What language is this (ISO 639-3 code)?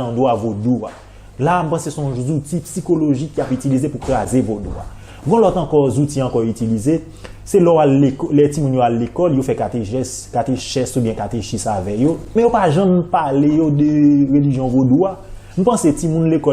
hat